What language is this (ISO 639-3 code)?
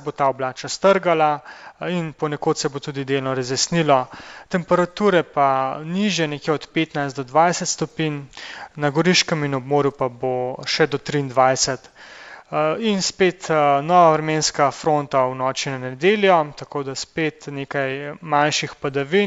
slv